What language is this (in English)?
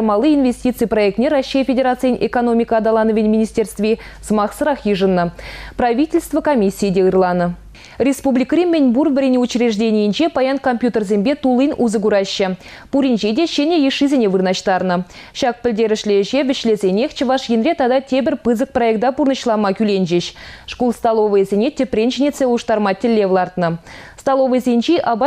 Chuvash